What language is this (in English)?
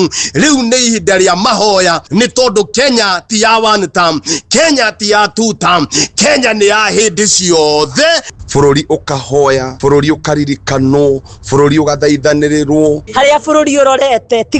Kikuyu